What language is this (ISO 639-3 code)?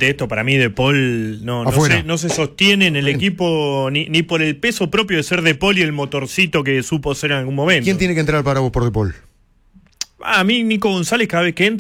spa